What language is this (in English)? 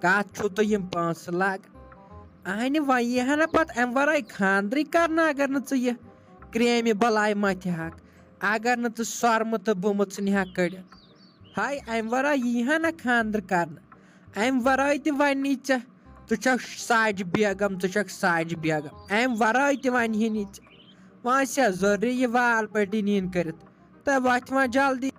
Kashmiri